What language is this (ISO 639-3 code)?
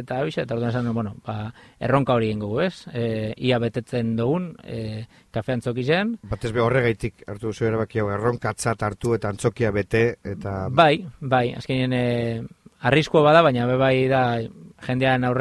eus